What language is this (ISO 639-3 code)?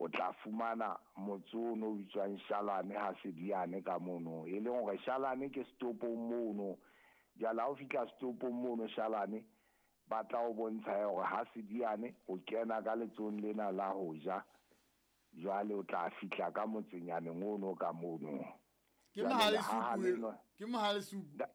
sot